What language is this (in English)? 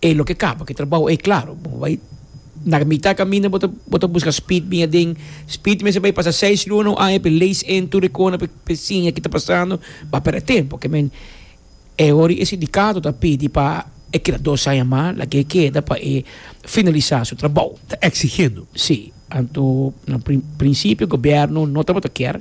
Papiamento